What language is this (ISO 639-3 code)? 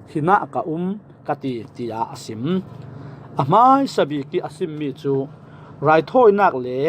cfm